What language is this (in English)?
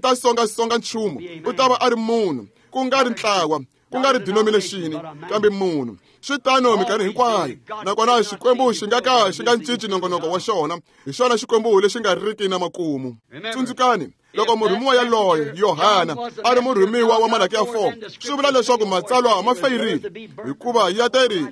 Tsonga